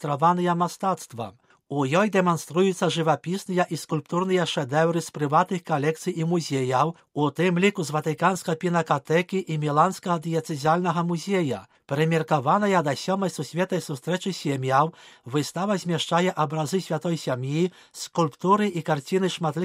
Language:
Belarusian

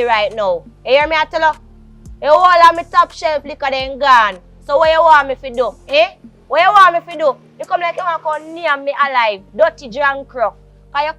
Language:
Jamaican Creole English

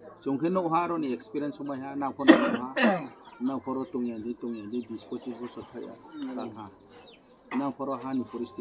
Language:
Kok Borok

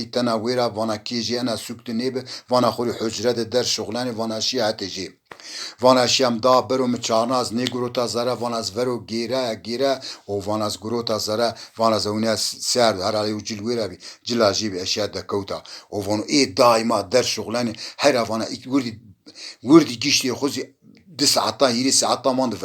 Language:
Zaza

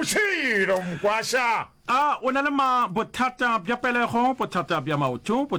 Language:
Northern Sotho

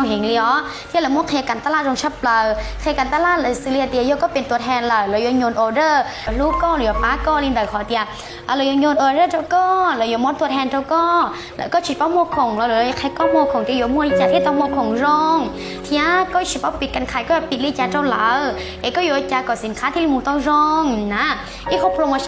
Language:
Hmong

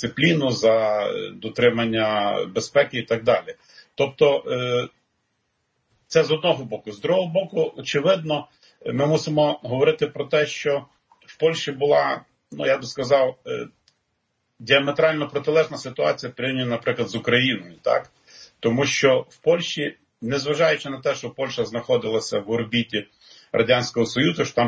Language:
Ukrainian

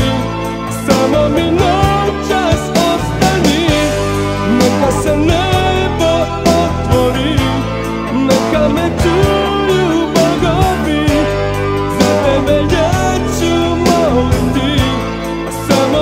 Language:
Croatian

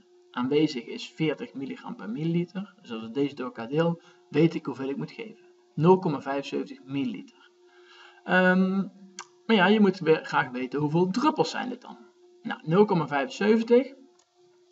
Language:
Dutch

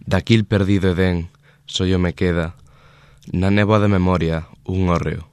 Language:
Galician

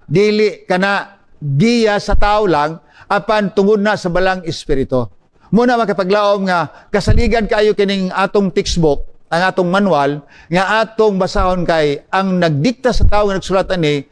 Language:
Cebuano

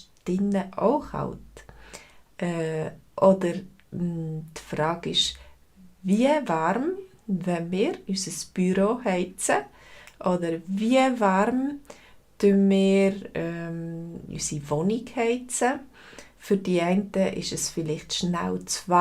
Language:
Swiss German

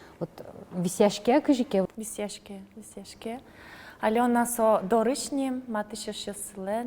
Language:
Udmurt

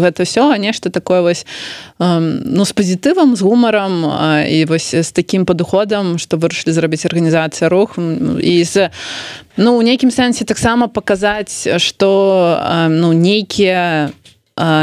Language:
Belarusian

